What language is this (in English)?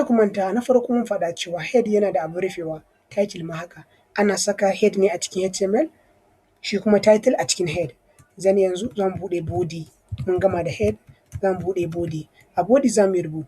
Hausa